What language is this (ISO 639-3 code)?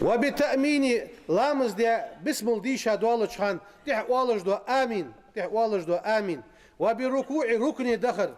inh